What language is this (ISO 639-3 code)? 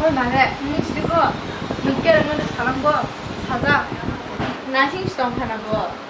trp